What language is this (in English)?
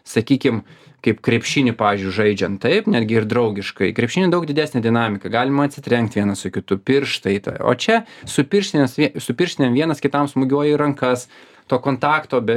Lithuanian